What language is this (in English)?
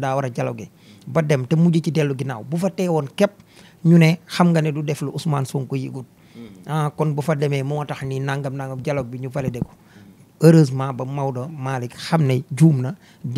Wolof